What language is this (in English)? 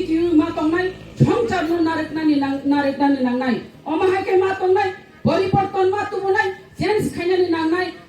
Kok Borok